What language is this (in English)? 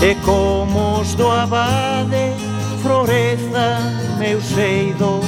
Galician